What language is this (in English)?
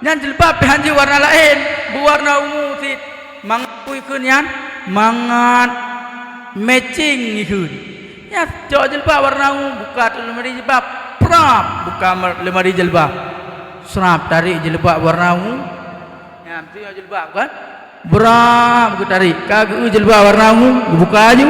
Achinese